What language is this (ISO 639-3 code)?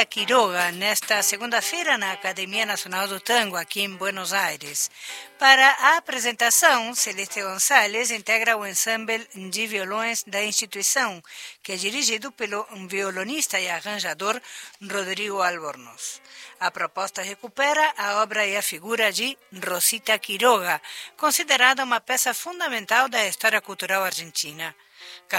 por